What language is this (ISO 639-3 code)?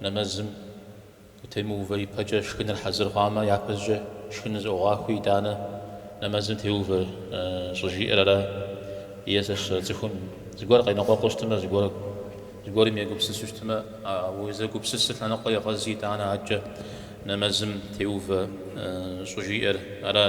kbd